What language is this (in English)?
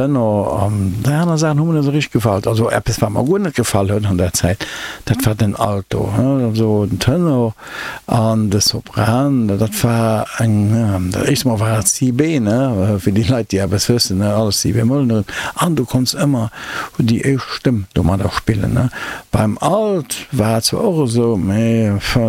Luxembourgish